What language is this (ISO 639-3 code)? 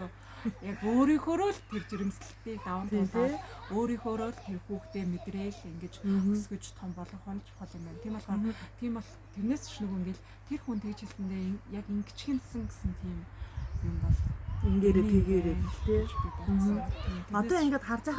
mon